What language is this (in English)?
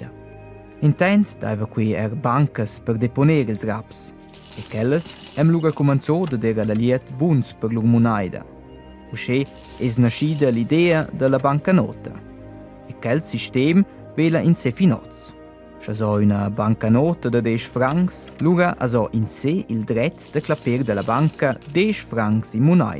Romansh